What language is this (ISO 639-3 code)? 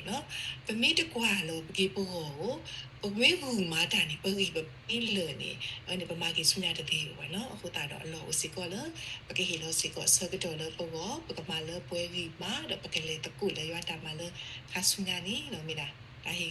ksw